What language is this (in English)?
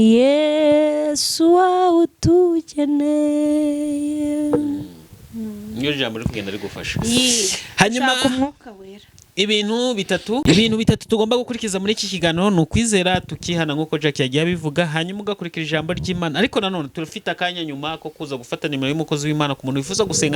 Kinyarwanda